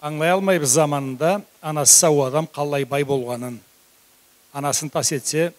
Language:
Karachay-Balkar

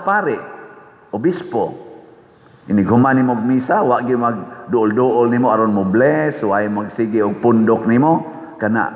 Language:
Cebuano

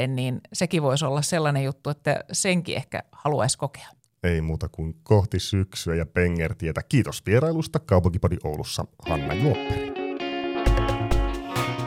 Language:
Finnish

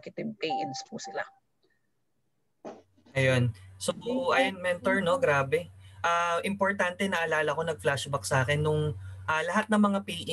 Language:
Filipino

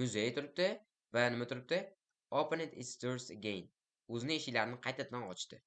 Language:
Uzbek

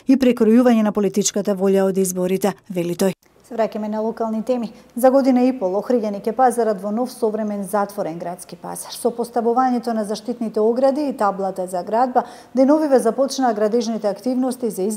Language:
Macedonian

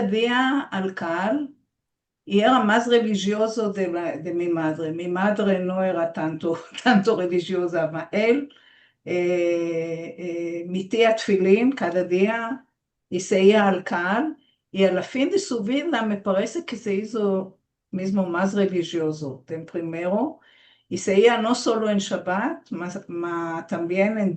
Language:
Ladino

